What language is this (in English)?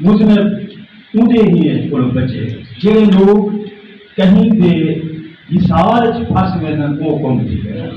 Saraiki